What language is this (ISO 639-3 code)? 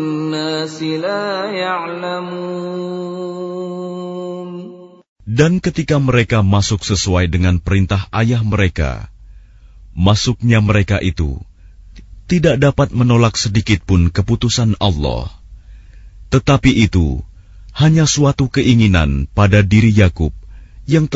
ind